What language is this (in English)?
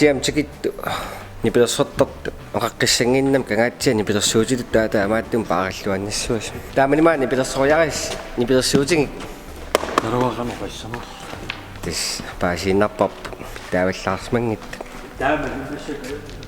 Kalaallisut